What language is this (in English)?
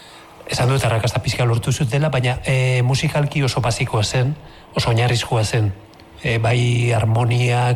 Basque